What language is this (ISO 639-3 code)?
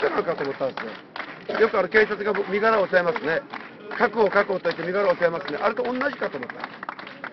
jpn